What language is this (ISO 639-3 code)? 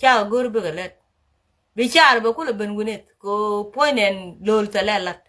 nus